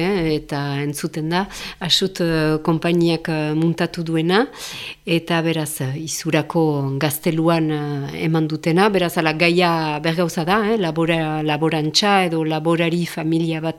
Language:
Basque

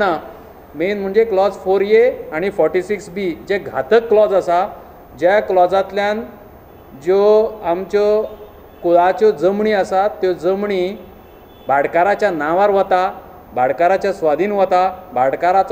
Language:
Konkani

